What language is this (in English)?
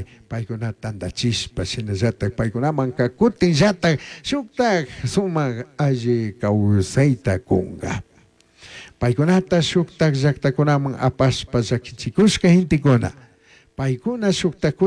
Chimborazo Highland Quichua